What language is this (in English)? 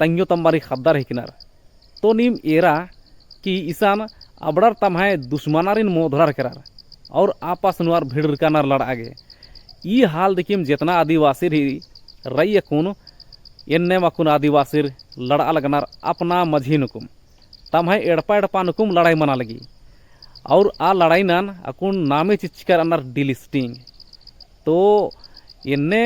Kurukh